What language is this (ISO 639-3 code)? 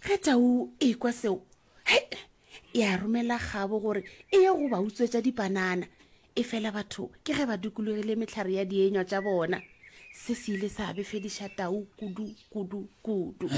nso